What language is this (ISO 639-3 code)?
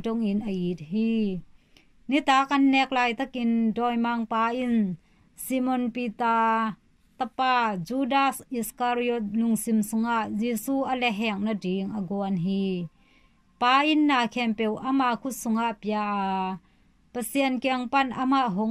ctd